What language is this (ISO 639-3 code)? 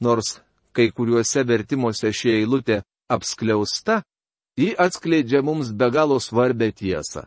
lit